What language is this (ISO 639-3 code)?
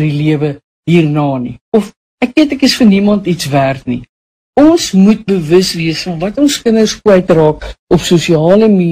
afr